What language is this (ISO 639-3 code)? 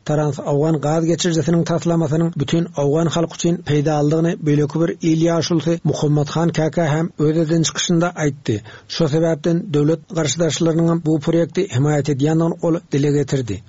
tuk